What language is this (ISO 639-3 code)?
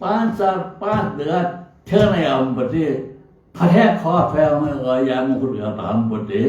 new